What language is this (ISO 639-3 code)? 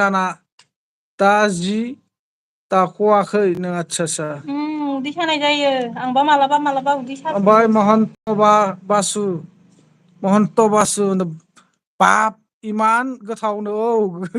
brx